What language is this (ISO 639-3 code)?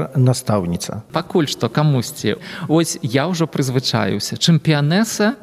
bel